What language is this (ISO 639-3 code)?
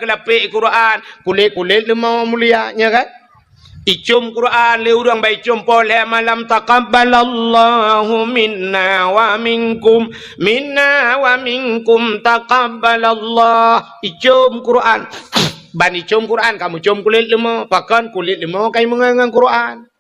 ace